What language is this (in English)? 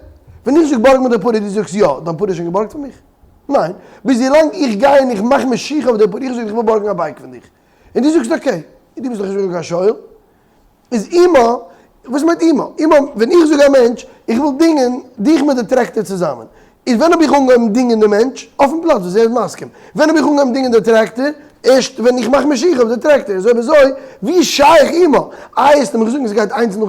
Yiddish